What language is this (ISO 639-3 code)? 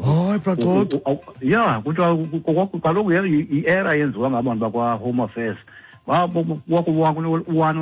xho